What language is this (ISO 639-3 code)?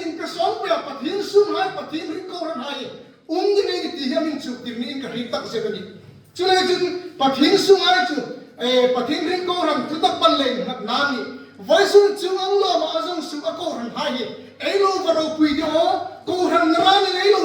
hmr